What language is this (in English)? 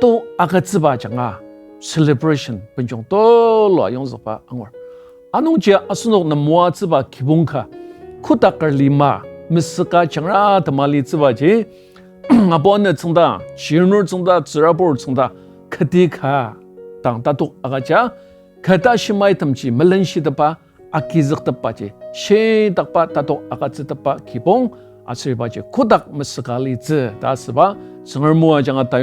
Ao Naga